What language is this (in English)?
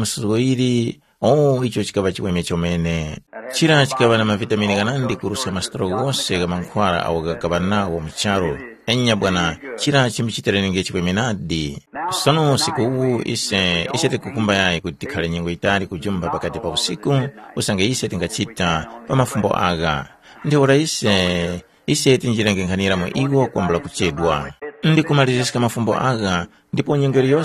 Tumbuka